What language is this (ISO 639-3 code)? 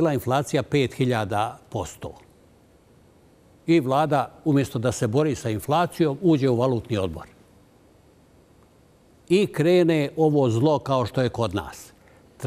bos